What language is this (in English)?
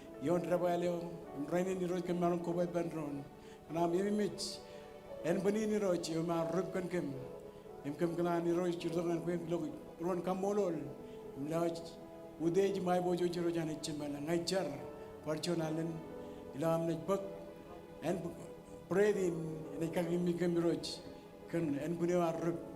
Marshallese